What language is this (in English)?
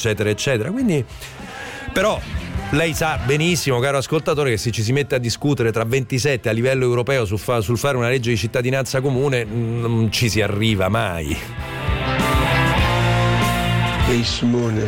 Italian